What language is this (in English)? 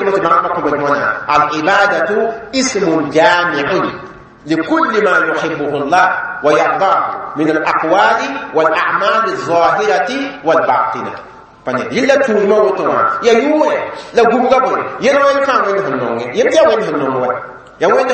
Mossi